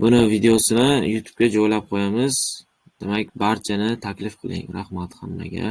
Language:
Uzbek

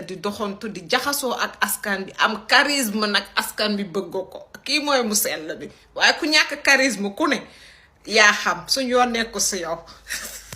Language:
Wolof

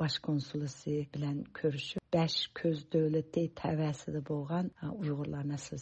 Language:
Uyghur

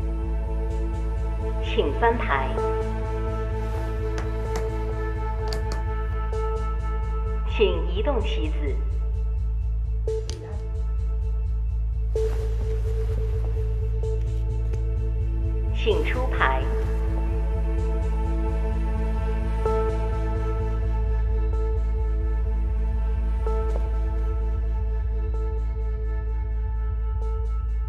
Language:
Chinese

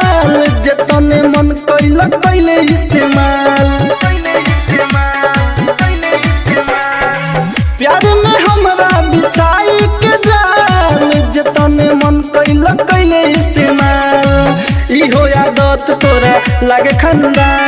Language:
Bhojpuri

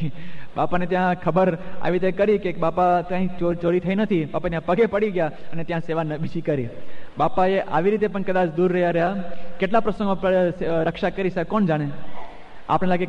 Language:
Gujarati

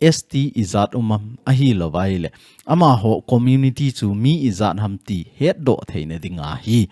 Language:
Thado Chin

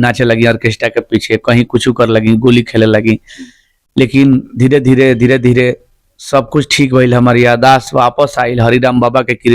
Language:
Bhojpuri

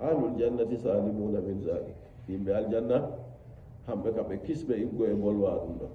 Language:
Nigerian Fulfulde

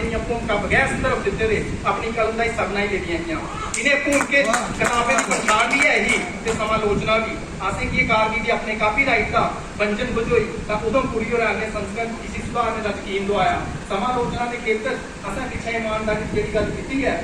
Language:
Dogri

